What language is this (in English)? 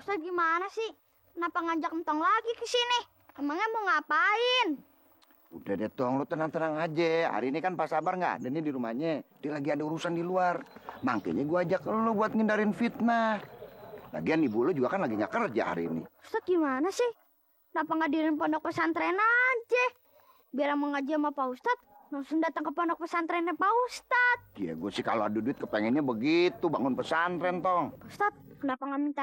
Betawi